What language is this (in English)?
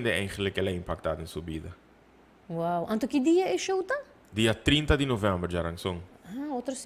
Papiamento